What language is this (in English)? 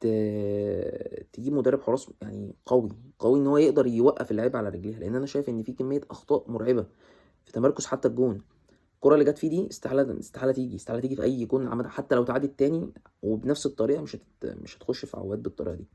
Egyptian Arabic